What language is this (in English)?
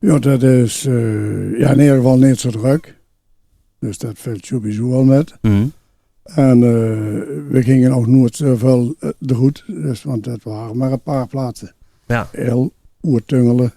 Limburgish